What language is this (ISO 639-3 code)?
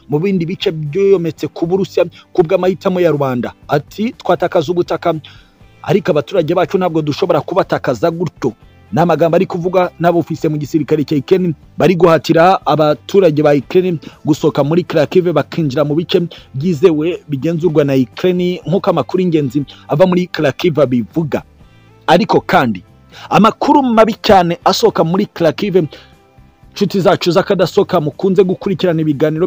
kin